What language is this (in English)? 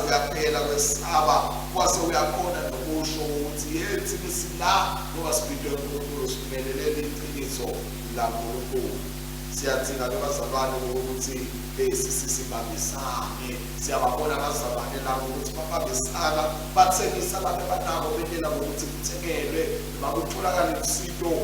Swati